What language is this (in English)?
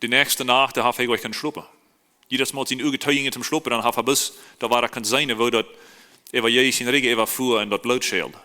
Plautdietsch